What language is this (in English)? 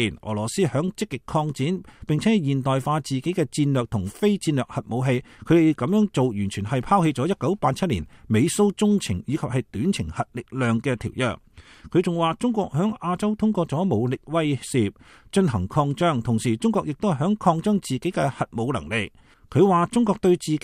Cantonese